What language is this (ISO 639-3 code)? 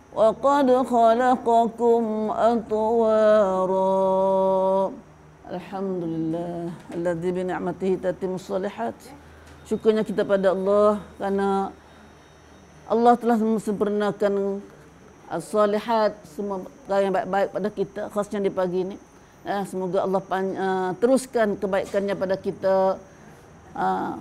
msa